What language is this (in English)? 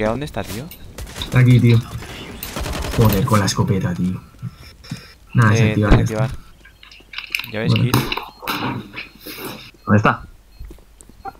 Spanish